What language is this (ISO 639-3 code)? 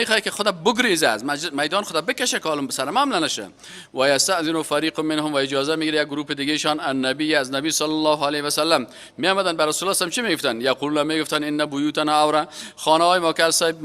fas